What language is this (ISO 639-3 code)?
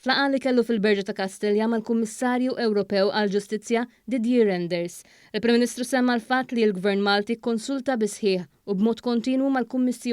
mlt